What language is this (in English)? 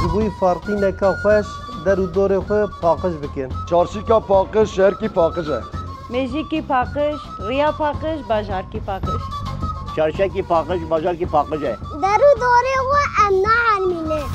Kurdish